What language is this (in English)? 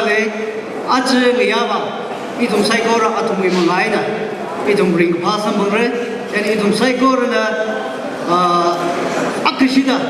Tangkhul Naga (India)